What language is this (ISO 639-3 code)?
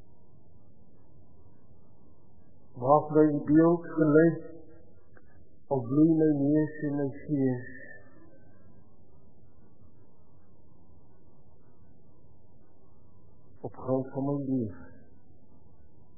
afr